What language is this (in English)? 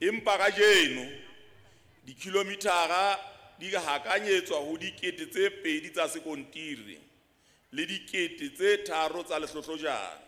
Southern Sotho